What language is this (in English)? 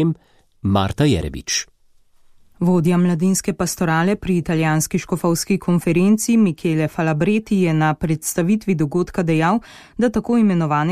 Slovenian